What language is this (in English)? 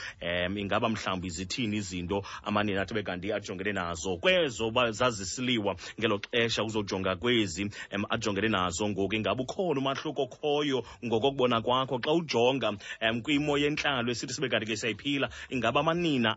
Xhosa